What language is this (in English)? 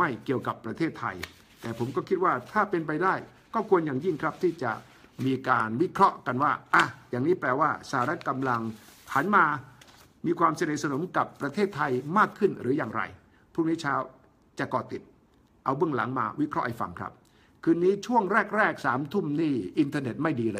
Thai